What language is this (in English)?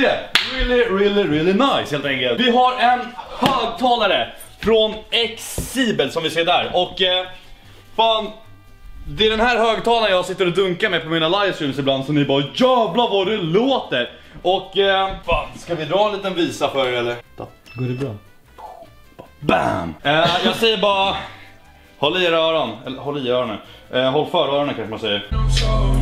Swedish